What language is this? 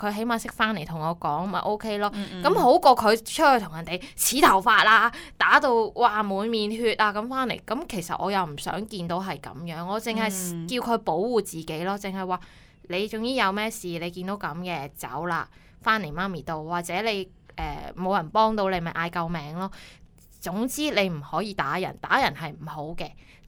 Cantonese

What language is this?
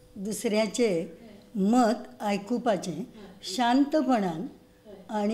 Konkani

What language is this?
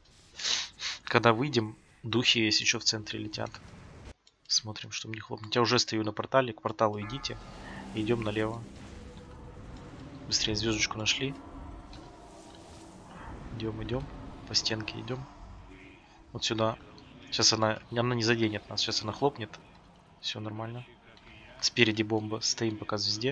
Russian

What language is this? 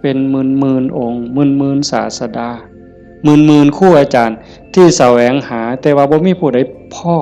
Northeastern Thai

